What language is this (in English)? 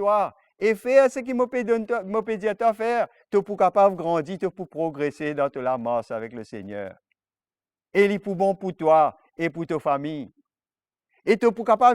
Morisyen